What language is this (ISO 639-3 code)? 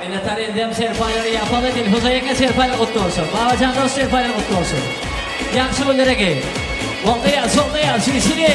tuk